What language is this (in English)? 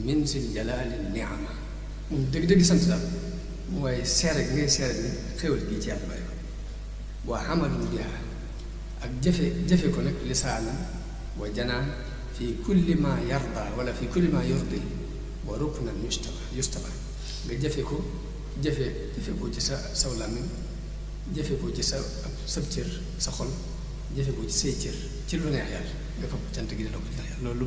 Wolof